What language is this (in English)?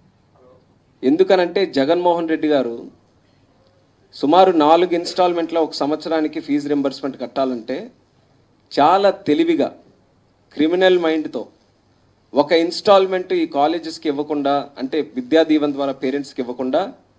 Telugu